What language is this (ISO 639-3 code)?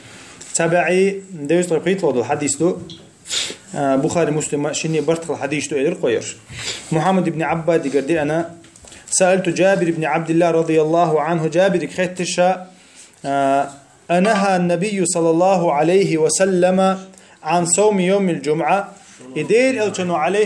che